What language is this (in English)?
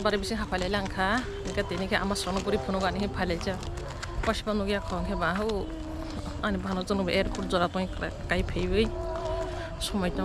Kok Borok